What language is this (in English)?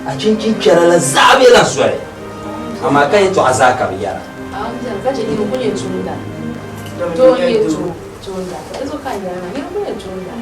Dagbani